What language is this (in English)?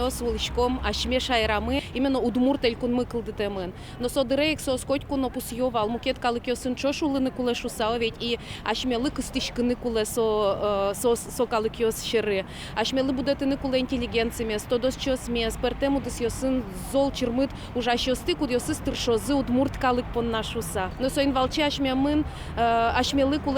Udmurt